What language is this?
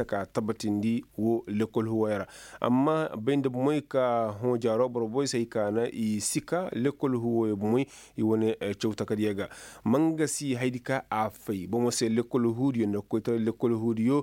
Koyraboro Senni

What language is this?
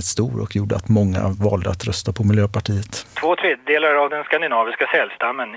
Swedish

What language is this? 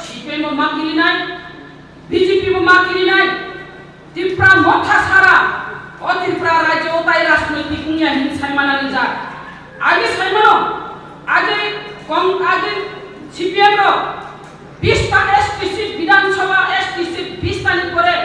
Kok Borok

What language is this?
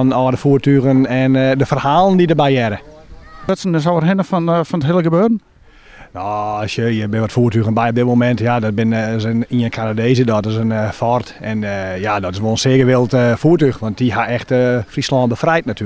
Western Frisian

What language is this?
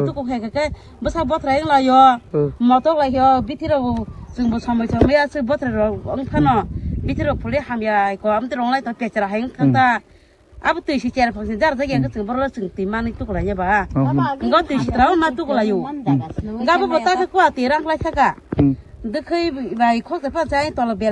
Kok Borok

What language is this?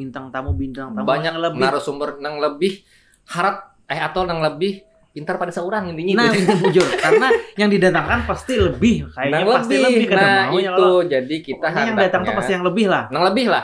Banjar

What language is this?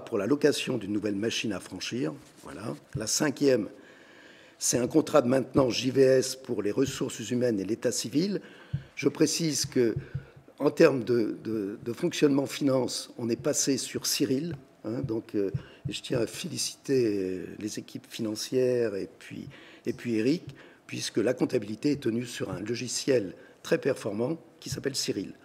French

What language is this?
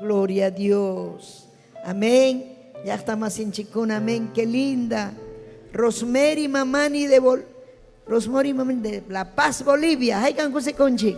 Ayacucho Quechua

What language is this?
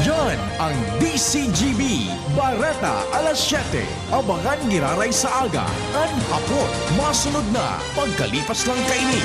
Bikol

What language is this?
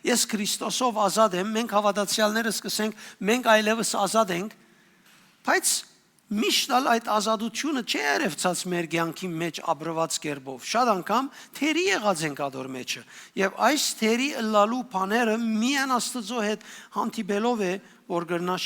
Western Armenian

